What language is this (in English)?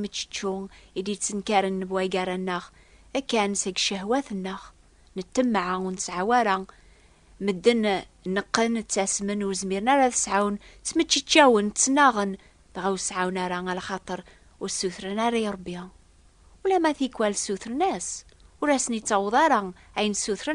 Kabyle